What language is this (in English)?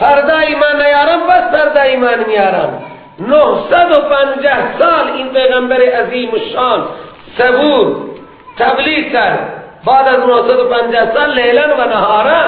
Persian